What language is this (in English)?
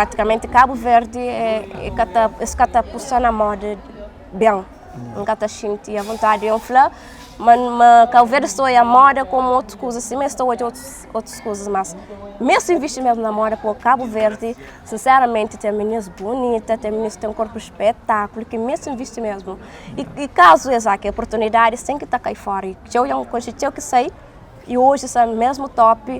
Kabuverdianu